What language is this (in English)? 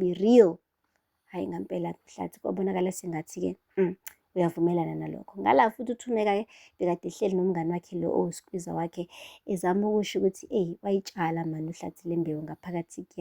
Zulu